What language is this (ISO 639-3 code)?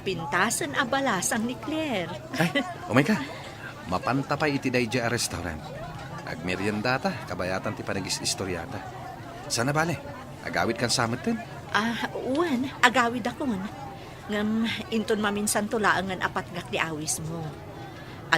ilo